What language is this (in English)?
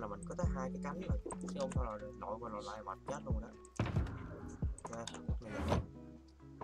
Vietnamese